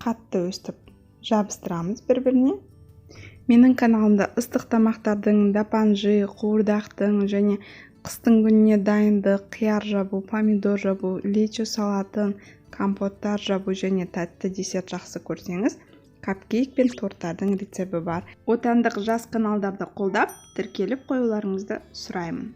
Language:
Kazakh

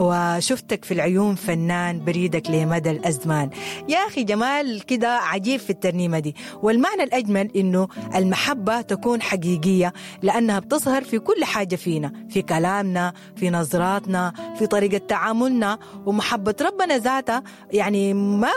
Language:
Sudanese Arabic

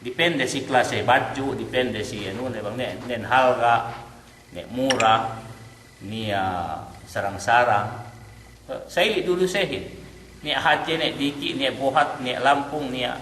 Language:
Yakan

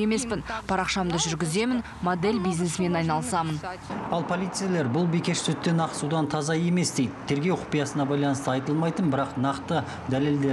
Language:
Kazakh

